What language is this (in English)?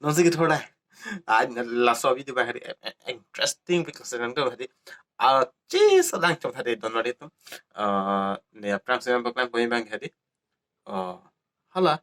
Karbi